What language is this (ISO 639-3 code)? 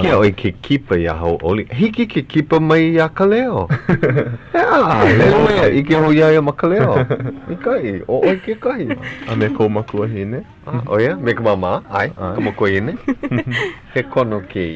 haw